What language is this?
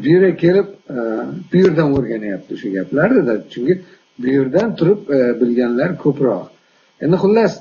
Uzbek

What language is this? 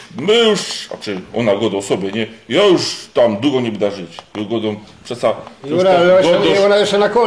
Silesian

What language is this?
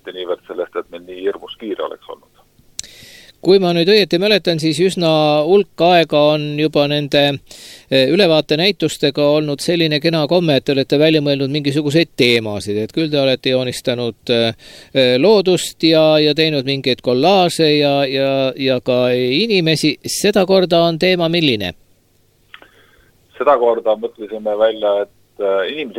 Estonian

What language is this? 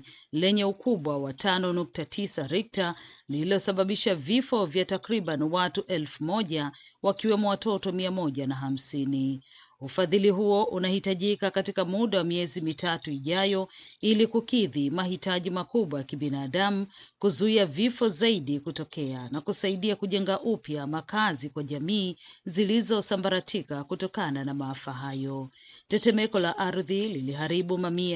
Swahili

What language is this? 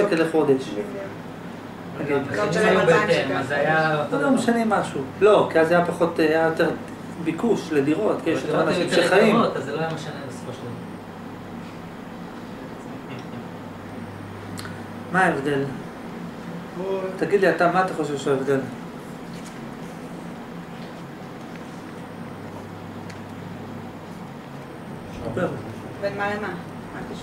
Hebrew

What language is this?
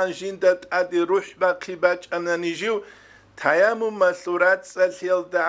Avaric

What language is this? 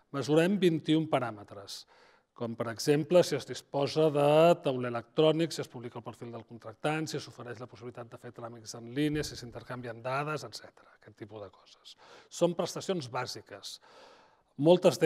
Catalan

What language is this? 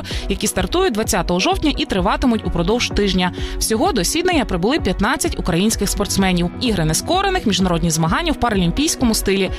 Ukrainian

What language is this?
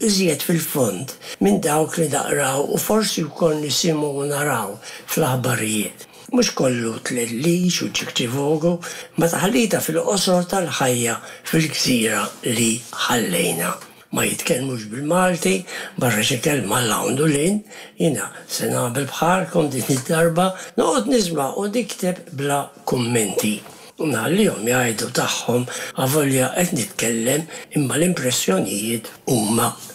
Maltese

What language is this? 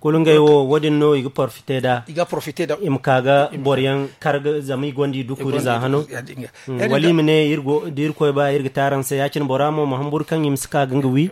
Zarma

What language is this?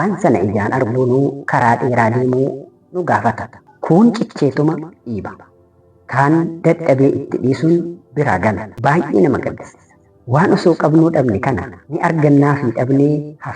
Oromo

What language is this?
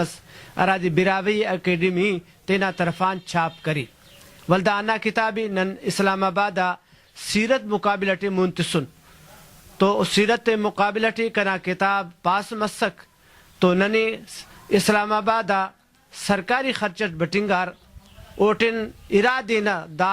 Brahui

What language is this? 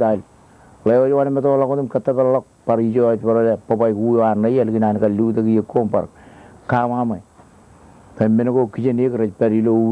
Marshallese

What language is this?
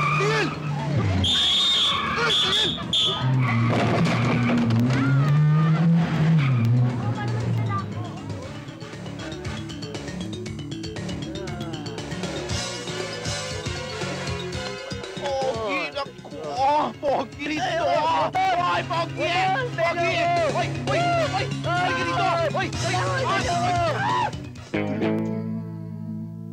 Filipino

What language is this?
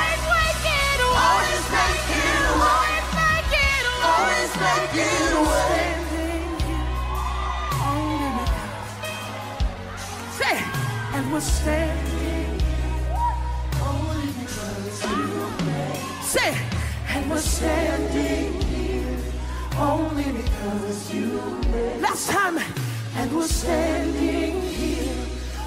English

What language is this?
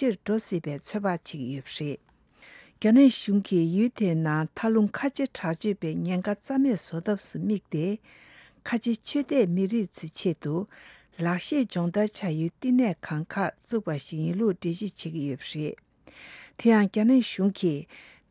Tibetan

